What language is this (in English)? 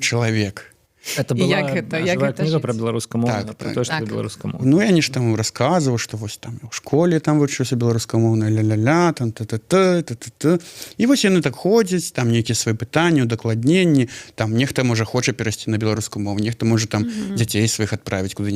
Belarusian